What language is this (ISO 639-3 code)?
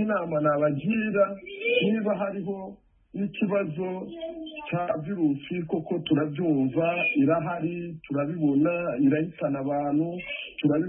kin